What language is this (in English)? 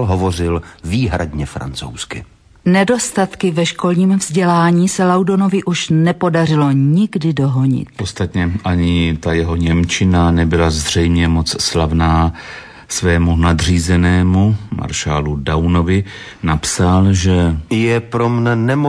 Czech